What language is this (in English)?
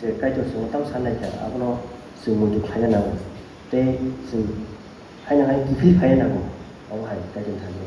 Kok Borok